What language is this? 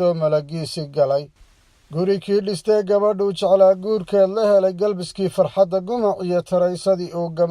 Somali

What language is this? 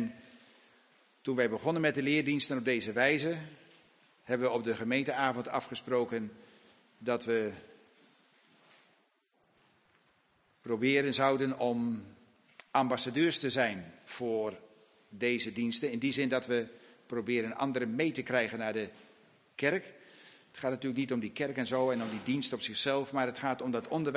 Dutch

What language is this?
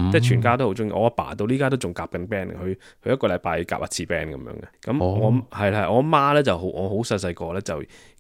Cantonese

